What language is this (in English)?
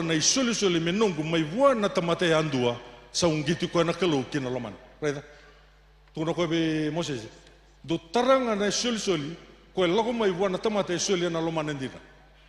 Fijian